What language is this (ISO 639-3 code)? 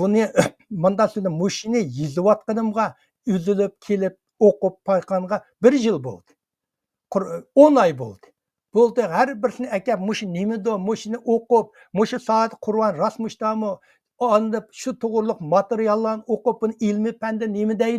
uig